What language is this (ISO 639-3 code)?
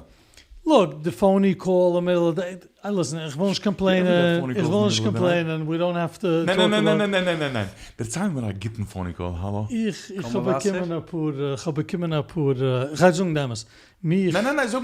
yid